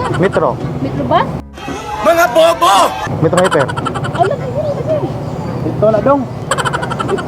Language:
Cebuano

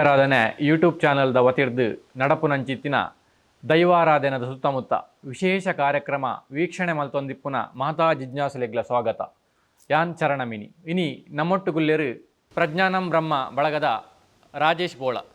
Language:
Tulu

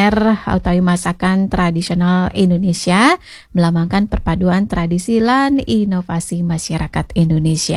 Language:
Balinese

